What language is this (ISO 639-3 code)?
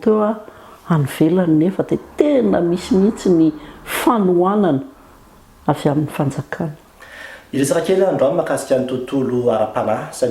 mlg